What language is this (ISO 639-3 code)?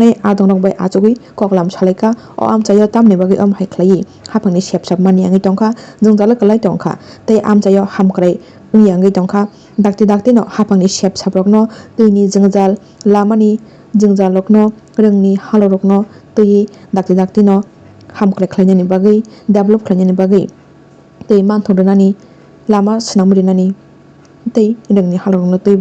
trp